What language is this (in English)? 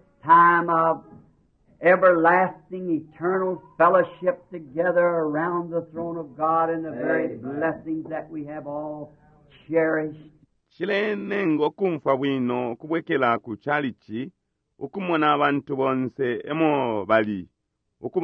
Bemba